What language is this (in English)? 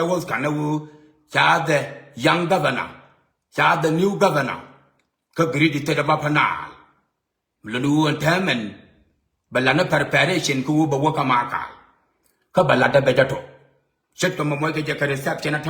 Nuer